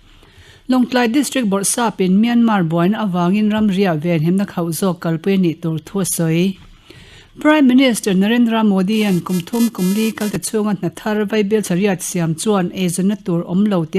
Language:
Mizo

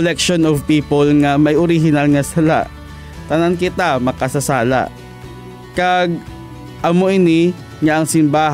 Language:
Hiligaynon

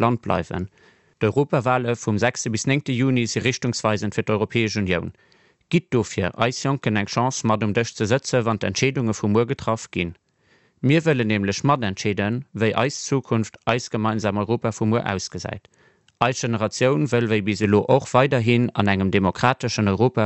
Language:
Luxembourgish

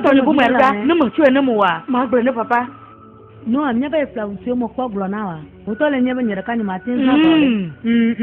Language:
Ewe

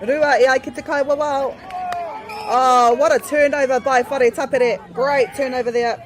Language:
Māori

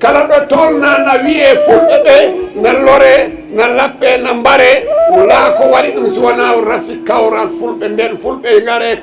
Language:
Fula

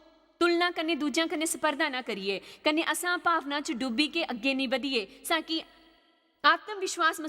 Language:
Dogri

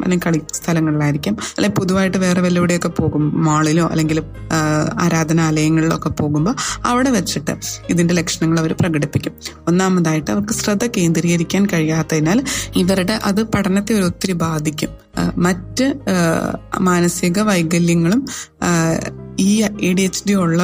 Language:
Malayalam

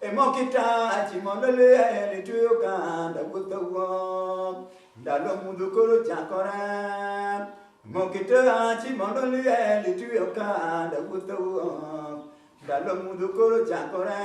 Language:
Luo (Kenya and Tanzania)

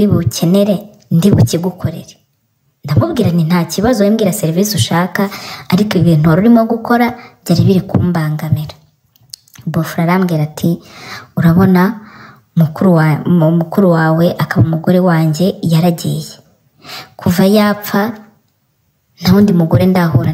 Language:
Kinyarwanda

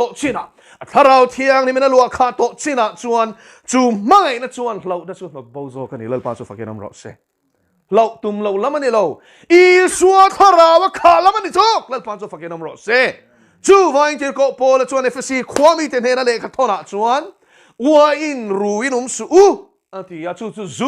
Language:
Mizo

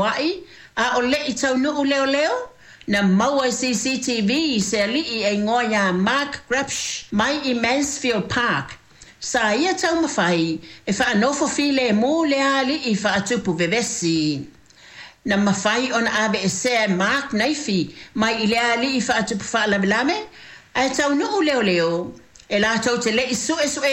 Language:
Samoan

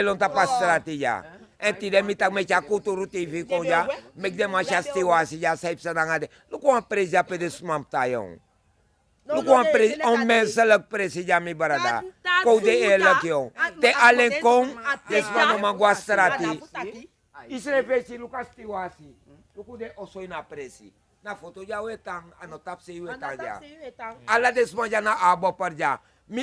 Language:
Sranan Tongo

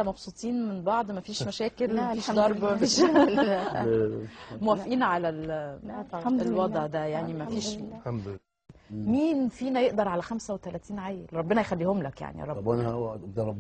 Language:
Egyptian Arabic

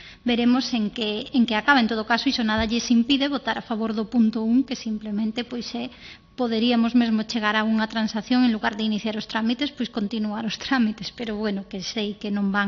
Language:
Galician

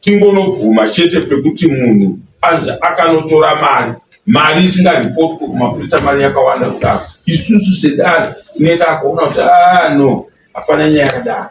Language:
Shona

